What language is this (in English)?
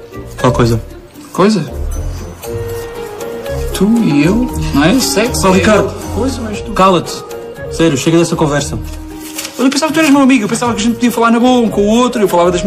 Portuguese